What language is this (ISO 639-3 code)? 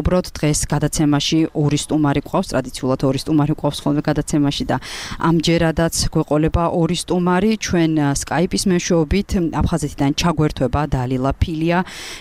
kat